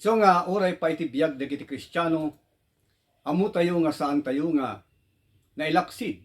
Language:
Iloko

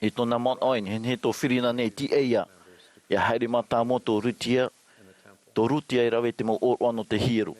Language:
Tahitian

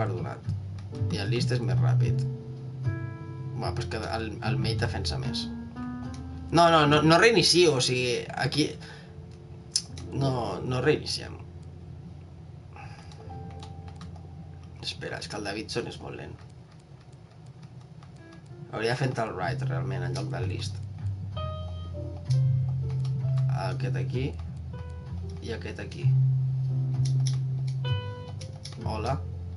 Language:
Catalan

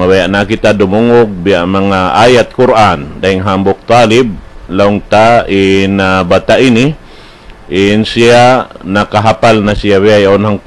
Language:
Tausug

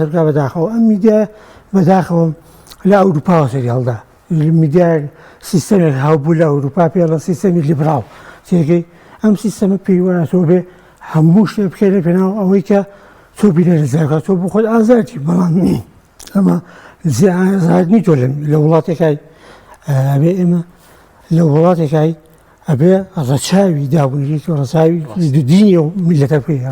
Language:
Central Kurdish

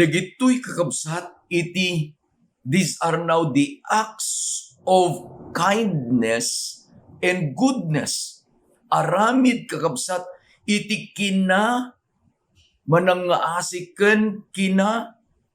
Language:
Iloko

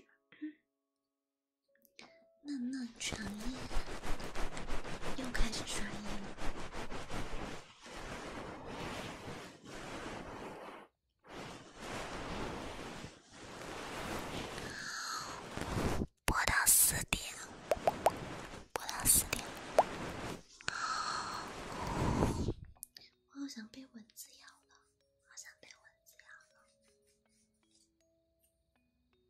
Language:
Chinese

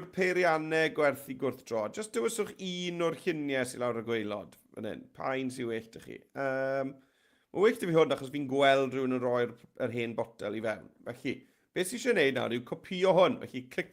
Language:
Welsh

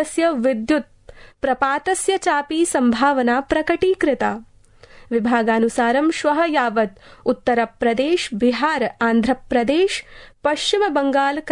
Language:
Sanskrit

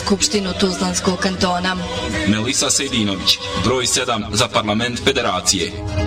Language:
Bosnian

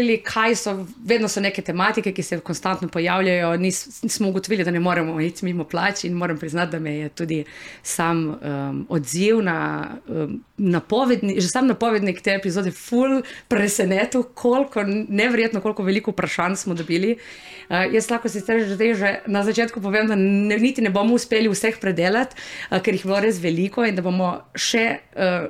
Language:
Slovenian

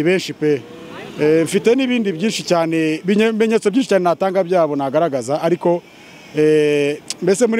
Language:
Kinyarwanda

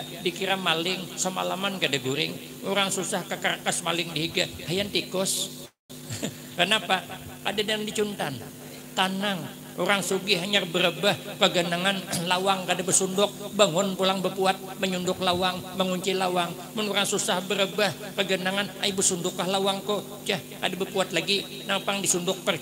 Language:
Banjar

